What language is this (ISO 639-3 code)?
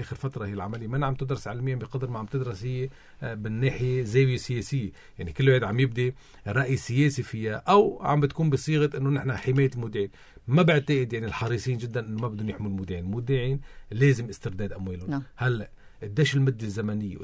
apc